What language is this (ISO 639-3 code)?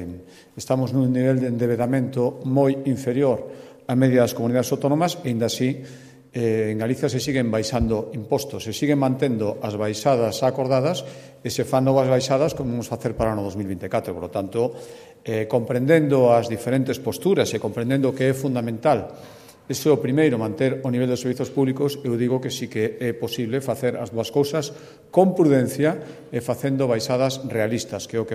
glg